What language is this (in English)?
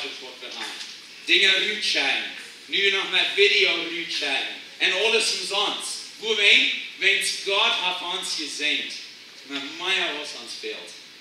Plautdietsch